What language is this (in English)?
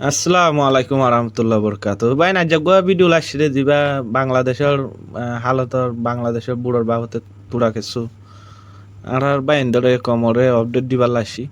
Rohingya